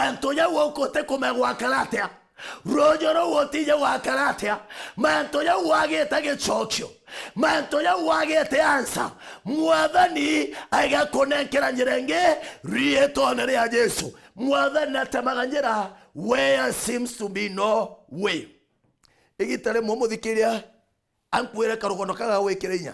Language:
Meru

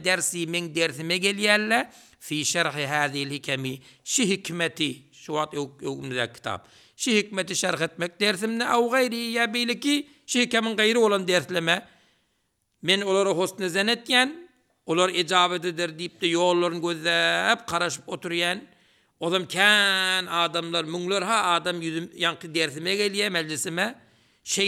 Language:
Turkmen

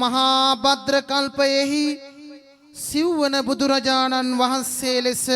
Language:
Sinhala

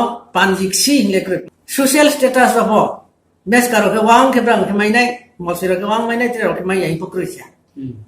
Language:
Riang (India)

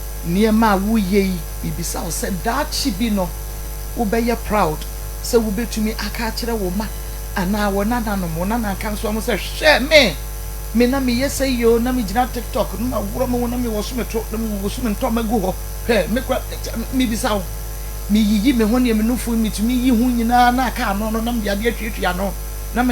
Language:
Akan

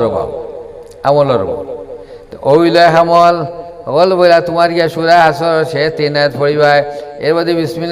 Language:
Sylheti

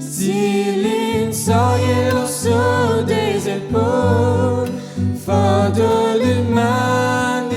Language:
Morisyen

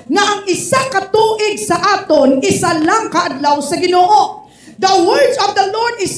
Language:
Hiligaynon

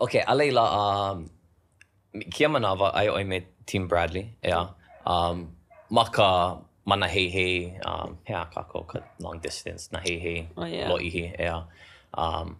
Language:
Hawaiian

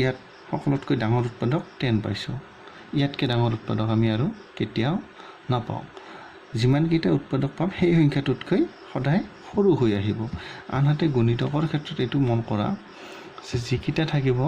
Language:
Assamese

